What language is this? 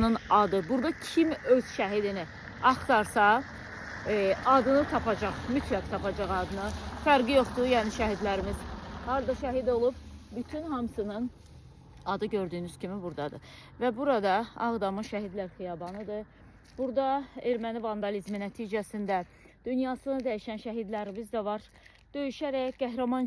Azerbaijani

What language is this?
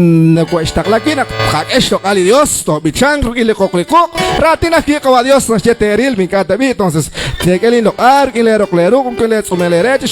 Kekchí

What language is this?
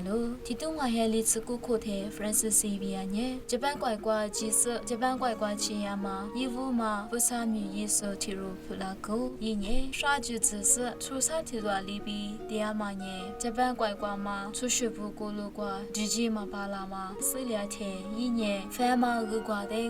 Lisu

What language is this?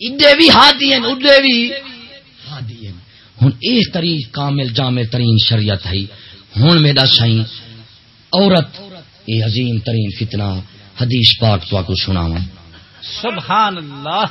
Saraiki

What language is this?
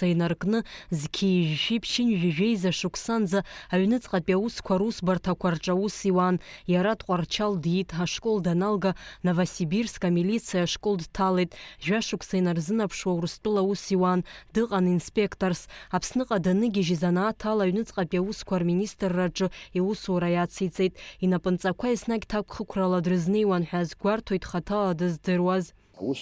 Abkhazian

